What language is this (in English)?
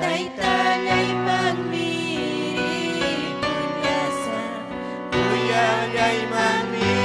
Ayacucho Quechua